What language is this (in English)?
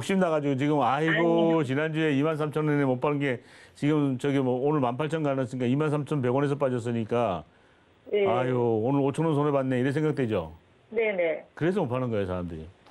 Korean